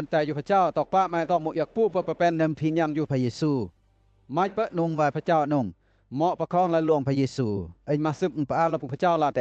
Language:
Western Lawa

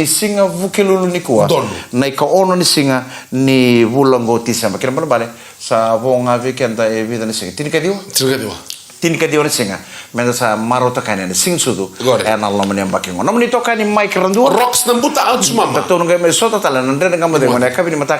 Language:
Fijian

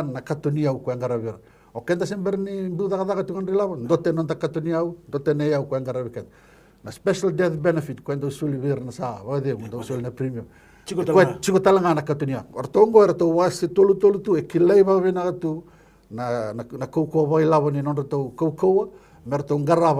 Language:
Fijian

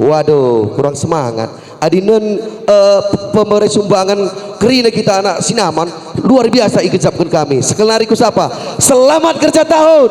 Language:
Batak Karo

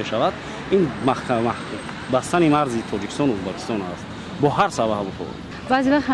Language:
Tajik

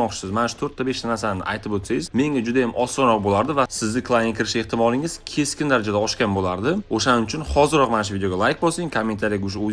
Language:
Uzbek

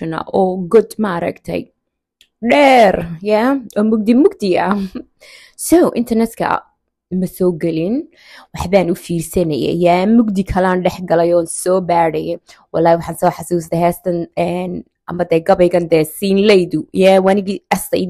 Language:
Somali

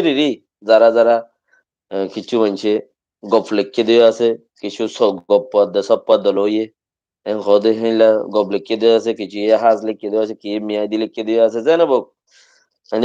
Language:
Rohingya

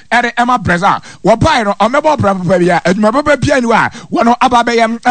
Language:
Akan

